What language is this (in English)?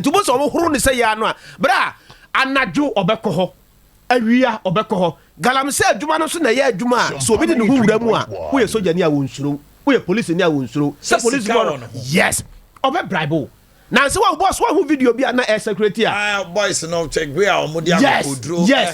Akan